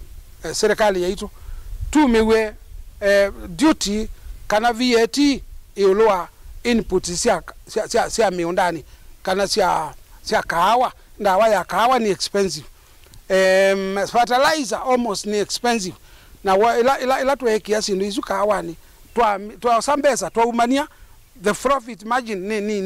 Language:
Kamba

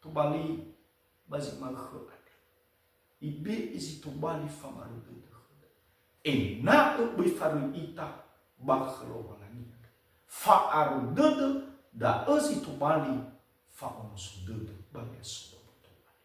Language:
Nias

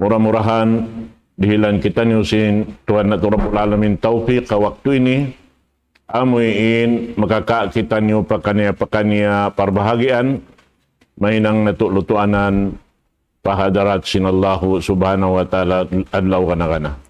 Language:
Tausug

